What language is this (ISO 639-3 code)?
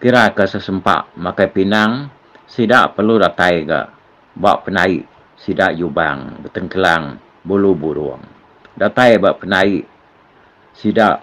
iba